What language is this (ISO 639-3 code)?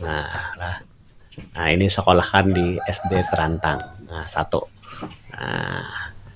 bjn